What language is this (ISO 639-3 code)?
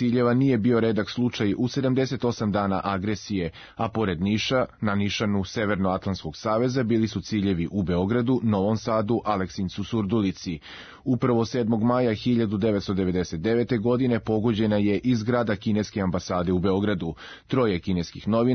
srp